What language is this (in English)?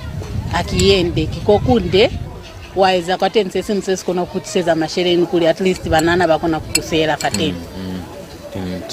Lozi